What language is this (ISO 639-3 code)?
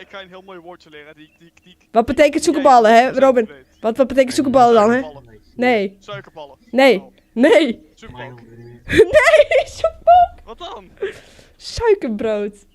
fry